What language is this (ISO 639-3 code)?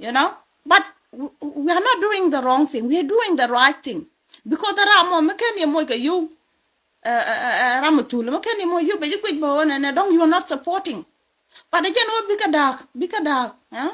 nus